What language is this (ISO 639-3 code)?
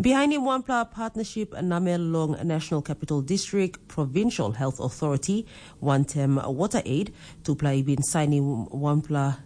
tpi